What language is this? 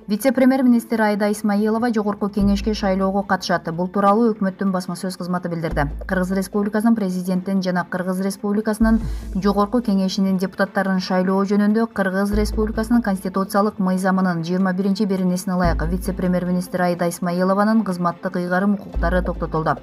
Kyrgyz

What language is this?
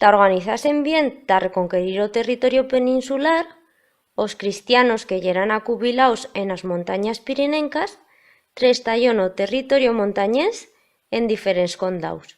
Aragonese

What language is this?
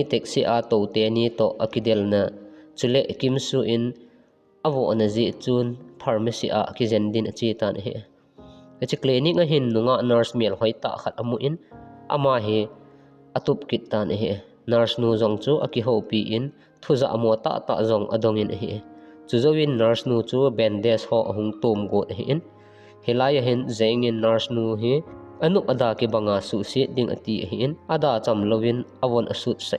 Thado Chin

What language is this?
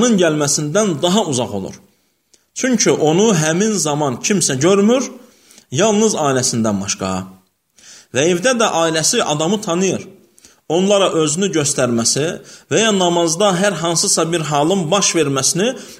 Azerbaijani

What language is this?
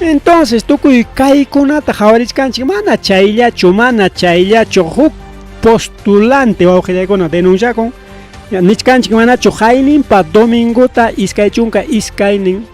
Ayacucho Quechua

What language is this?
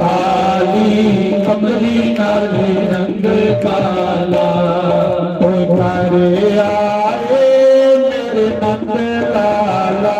Dogri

